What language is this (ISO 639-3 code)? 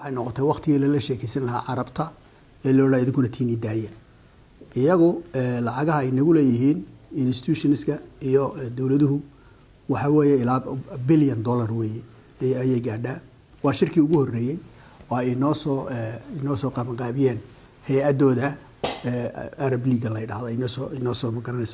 som